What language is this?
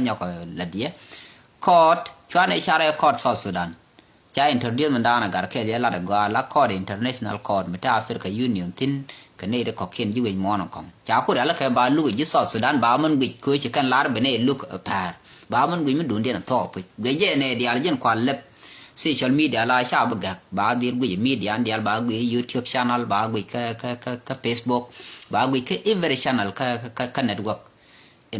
Nuer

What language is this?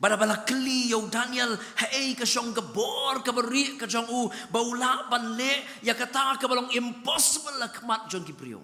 Khasi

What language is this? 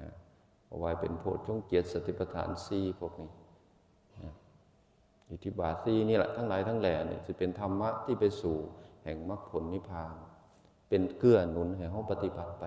Northeastern Thai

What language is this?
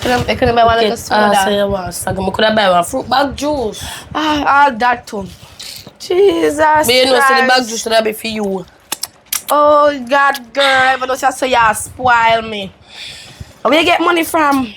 Jamaican Creole English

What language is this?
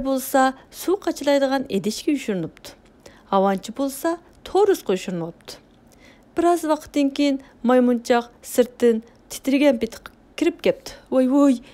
Uyghur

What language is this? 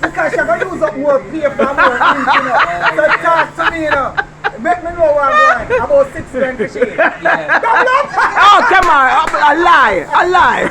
Jamaican Creole English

